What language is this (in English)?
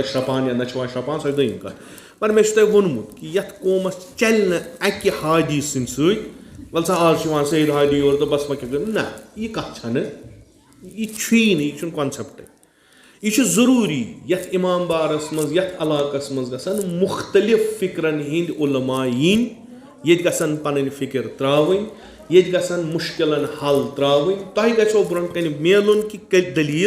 Kashmiri